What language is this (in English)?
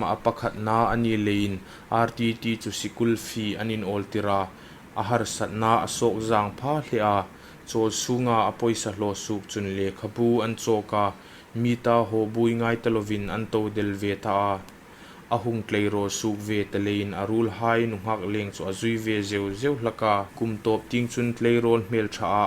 Hmar